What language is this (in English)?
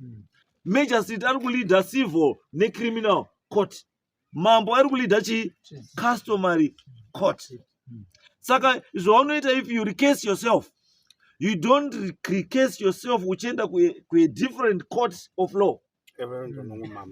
Shona